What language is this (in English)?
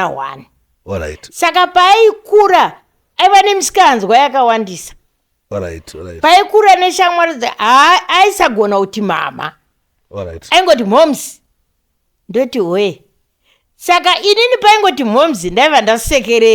Shona